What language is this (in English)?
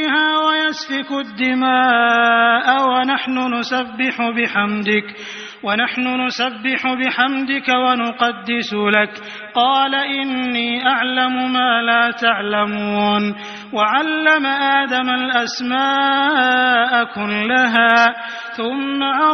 Arabic